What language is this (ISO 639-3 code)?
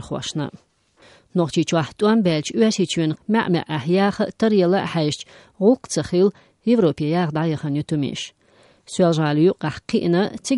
che